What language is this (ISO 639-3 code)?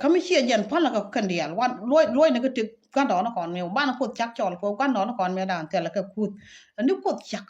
nus